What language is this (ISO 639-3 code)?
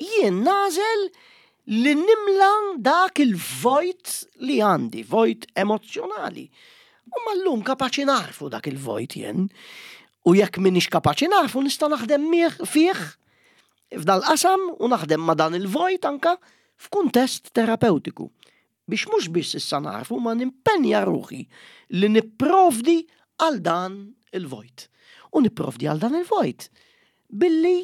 mlt